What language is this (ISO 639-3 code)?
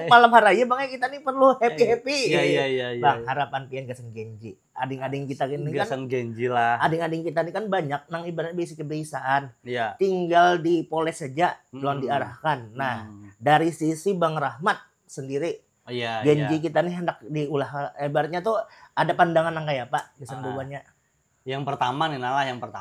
bjn